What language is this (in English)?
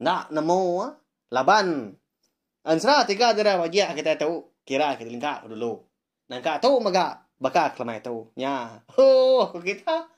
Iban